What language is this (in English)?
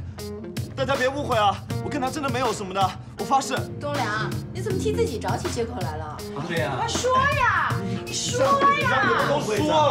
Chinese